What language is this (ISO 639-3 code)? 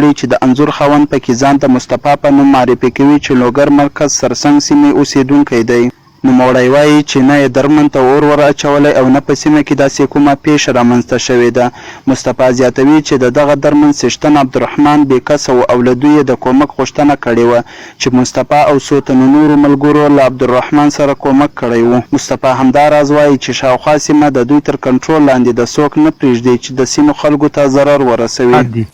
pus